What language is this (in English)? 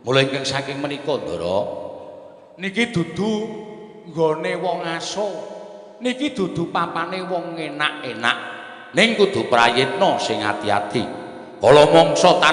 Javanese